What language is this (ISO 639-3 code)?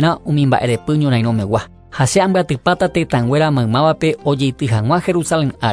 grn